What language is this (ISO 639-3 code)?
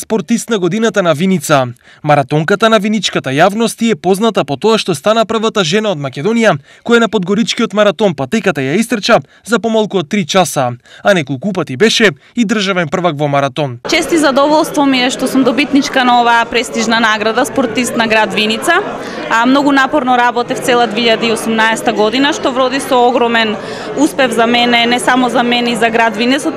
mkd